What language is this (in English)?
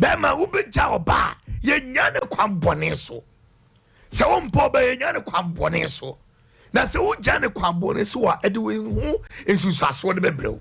Akan